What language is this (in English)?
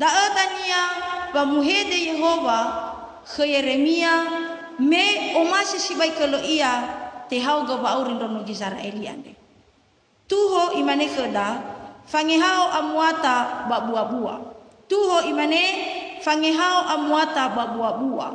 Nias